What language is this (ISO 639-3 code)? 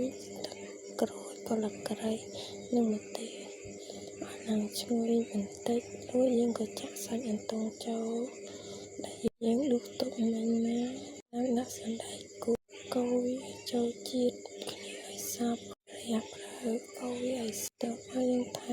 khm